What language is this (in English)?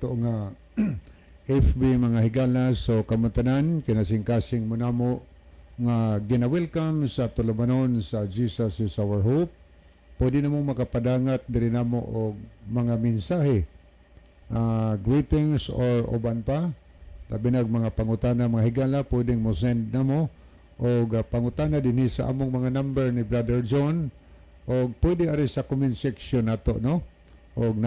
Cebuano